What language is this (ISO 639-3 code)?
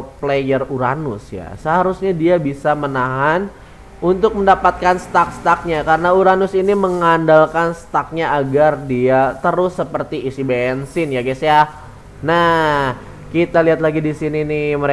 ind